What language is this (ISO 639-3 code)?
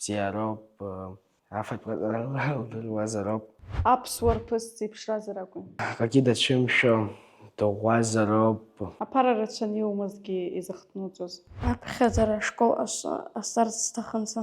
abk